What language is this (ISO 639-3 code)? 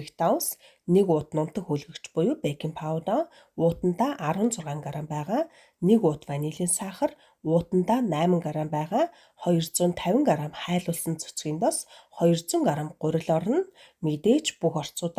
mon